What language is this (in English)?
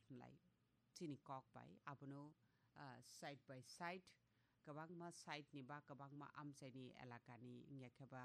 Kok Borok